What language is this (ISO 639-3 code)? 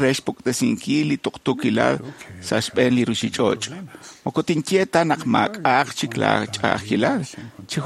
kek